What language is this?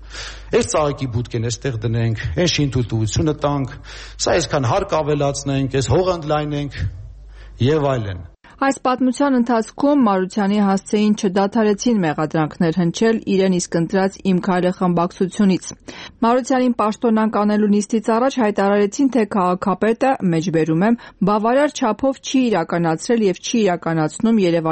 Armenian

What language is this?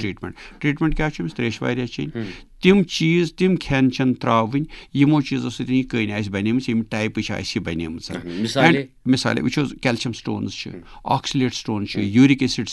Kashmiri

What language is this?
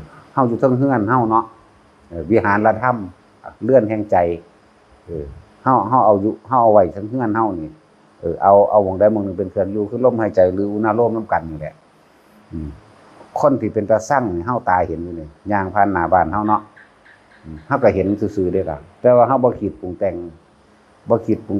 Northeastern Thai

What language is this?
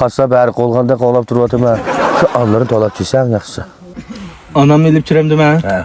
Uyghur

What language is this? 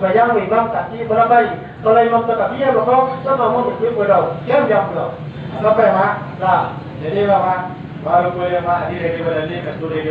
Minangkabau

